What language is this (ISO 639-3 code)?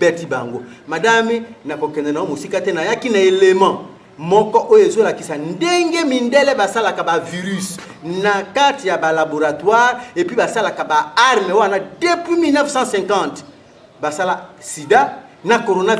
lin